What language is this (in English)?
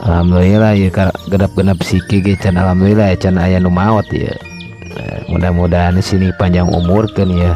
Sundanese